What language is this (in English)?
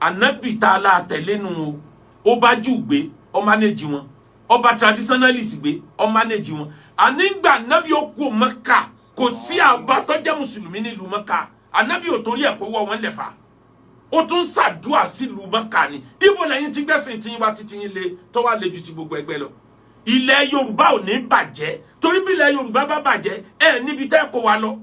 Yoruba